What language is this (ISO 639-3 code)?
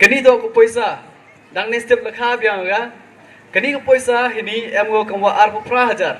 pbv